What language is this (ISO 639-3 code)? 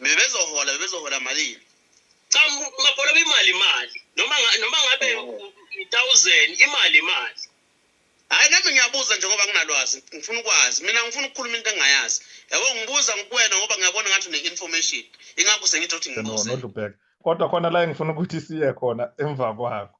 zul